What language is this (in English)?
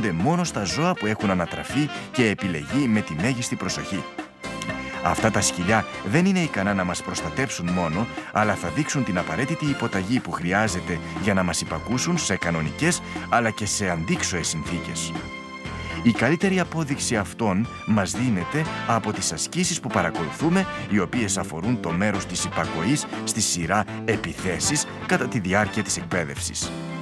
Greek